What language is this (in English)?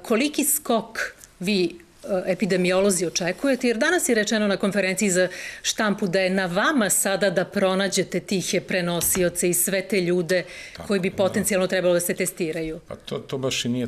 Serbian